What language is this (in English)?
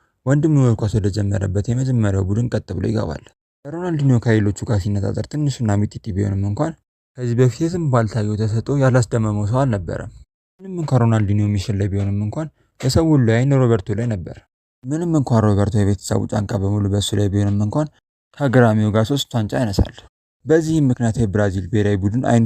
Amharic